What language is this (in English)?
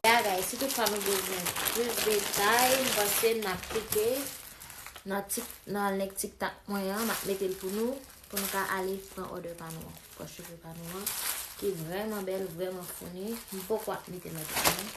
Haitian Creole